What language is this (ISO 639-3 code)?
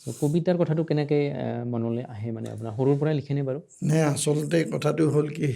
asm